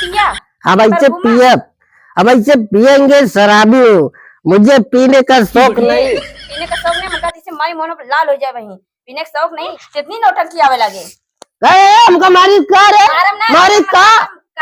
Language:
Awadhi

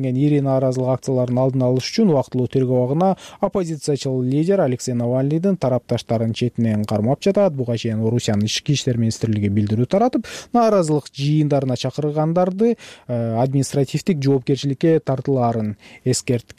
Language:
Kyrgyz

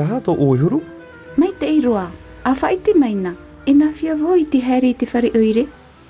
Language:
Tahitian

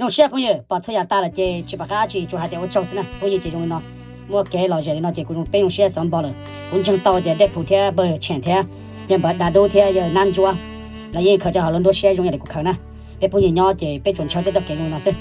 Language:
Hmong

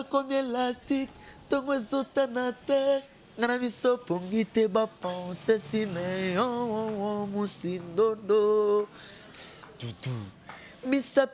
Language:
Lingala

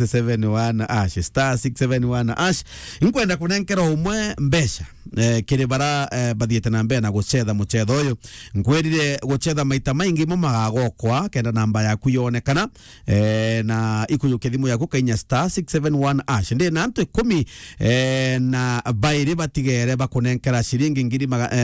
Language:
Meru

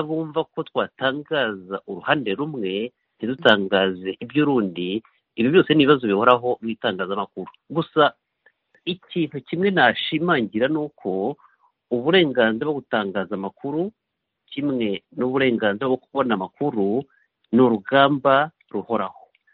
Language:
Kinyarwanda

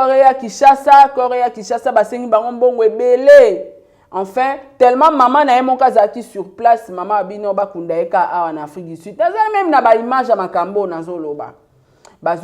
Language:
Lingala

